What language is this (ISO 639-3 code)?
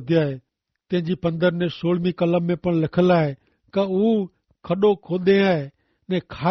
kfr